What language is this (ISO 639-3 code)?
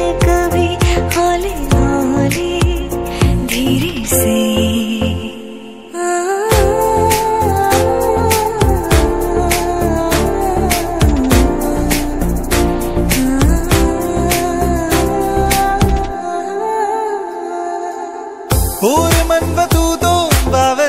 hin